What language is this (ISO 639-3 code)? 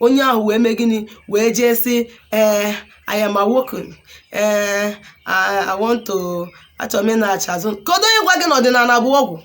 ibo